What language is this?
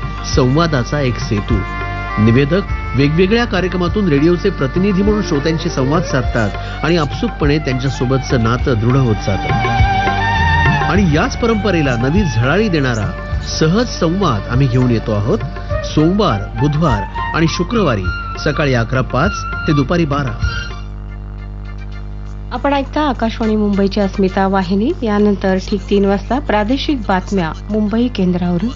Marathi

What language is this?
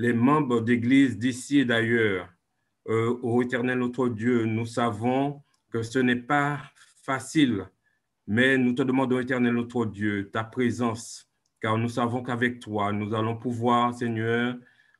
French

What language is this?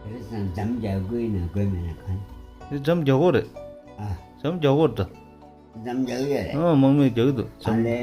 Tibetan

